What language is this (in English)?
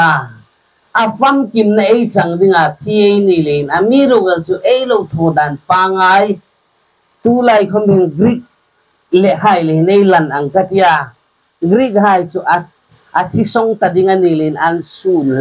Hmar